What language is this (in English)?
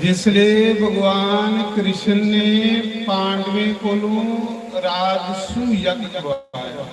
Dogri